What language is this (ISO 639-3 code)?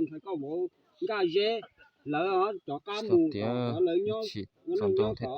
hmn